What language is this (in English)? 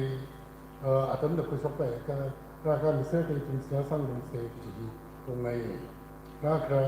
Tangkhul Naga (India)